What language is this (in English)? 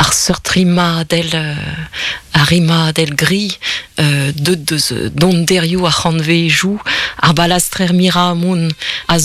Breton